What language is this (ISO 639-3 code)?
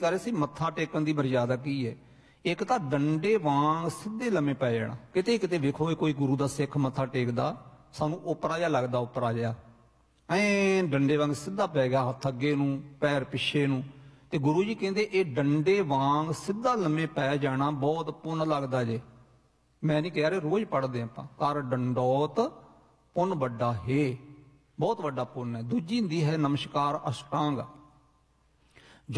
pan